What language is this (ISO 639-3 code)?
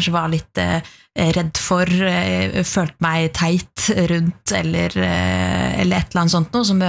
nor